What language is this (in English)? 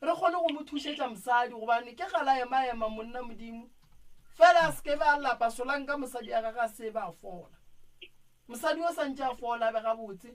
Northern Sotho